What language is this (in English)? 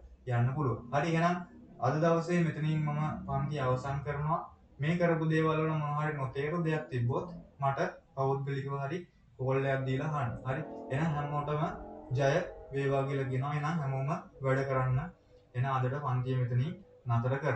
Sinhala